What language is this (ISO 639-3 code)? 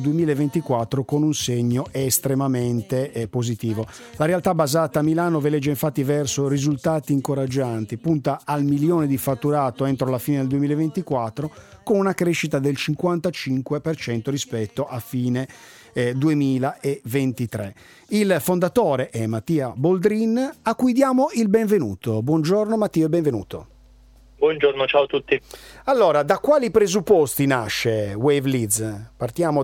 ita